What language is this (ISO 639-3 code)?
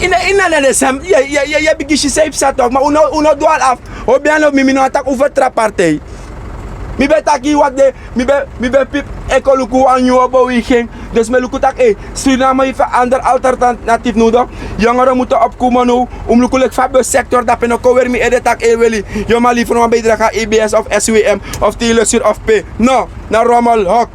srn